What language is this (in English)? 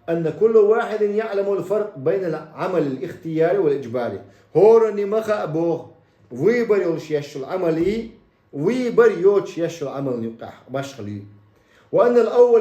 Chechen